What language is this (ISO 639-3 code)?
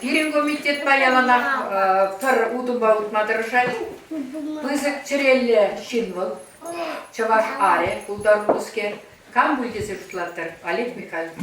chv